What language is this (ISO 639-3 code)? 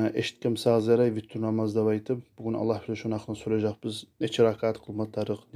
kum